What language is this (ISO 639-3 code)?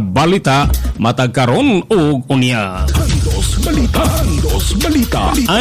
ceb